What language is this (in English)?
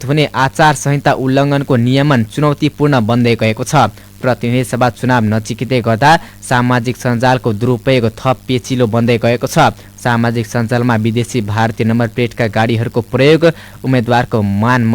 Nepali